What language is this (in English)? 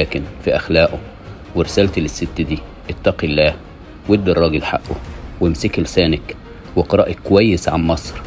Egyptian Arabic